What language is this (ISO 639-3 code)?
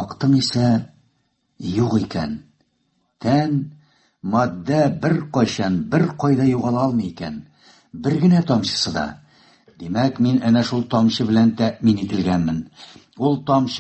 tat